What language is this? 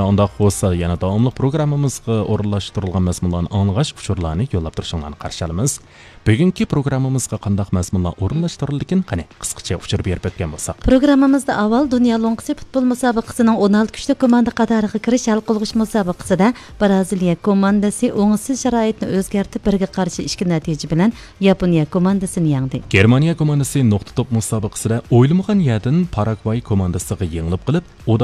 Uyghur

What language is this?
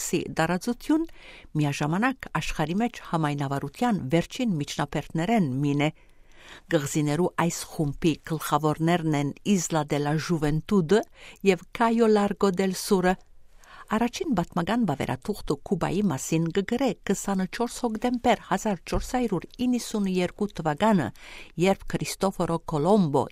Western Armenian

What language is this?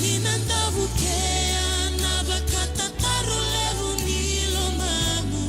Fijian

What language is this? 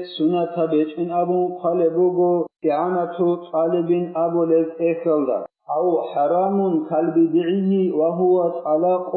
Avaric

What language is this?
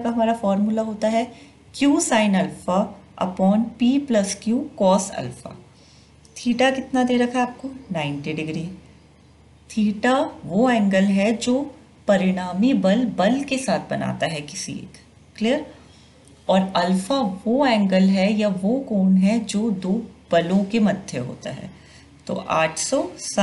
Hindi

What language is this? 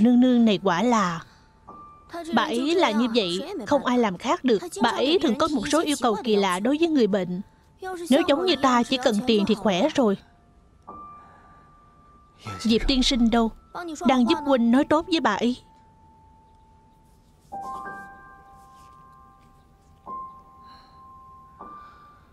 Vietnamese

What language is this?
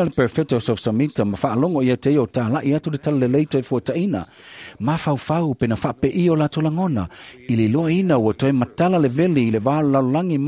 Samoan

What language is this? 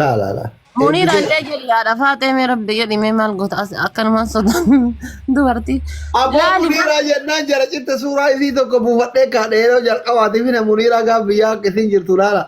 Oromo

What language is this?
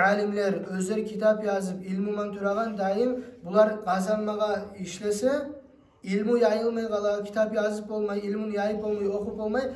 Kumyk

